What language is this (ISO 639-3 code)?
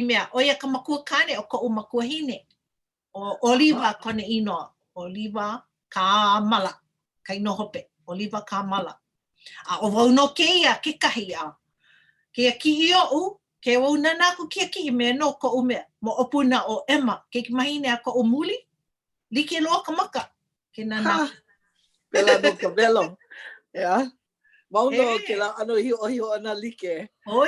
haw